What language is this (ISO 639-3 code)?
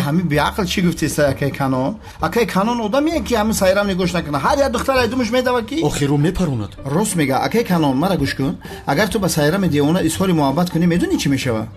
tgk